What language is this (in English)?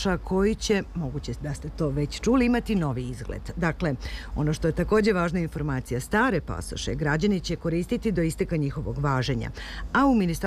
Serbian